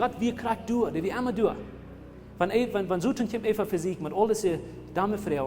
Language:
Plautdietsch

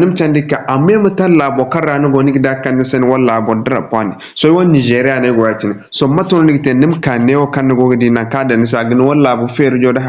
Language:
Zarma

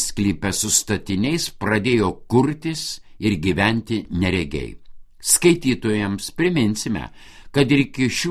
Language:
Lithuanian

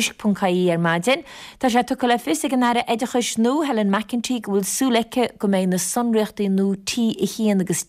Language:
Irish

